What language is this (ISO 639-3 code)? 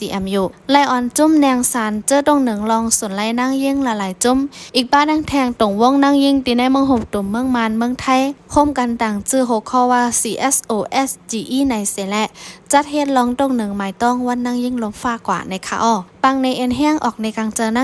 shn